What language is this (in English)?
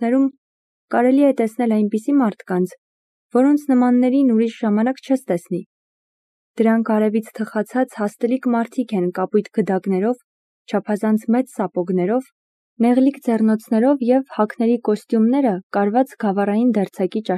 Armenian